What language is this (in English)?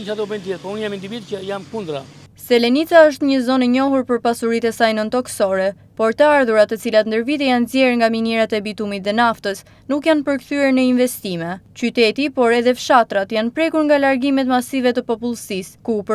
Albanian